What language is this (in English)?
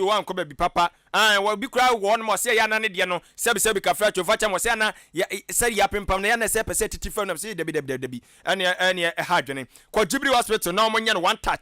Akan